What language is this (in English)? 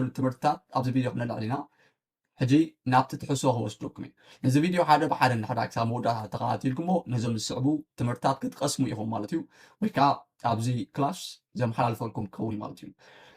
Tigrinya